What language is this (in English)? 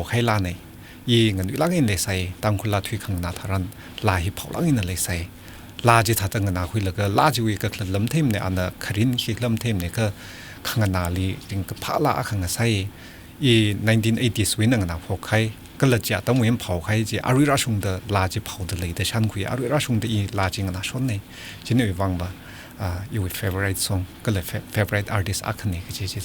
Tangkhul Naga (India)